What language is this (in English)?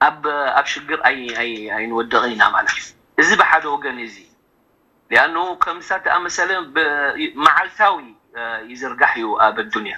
Tigrinya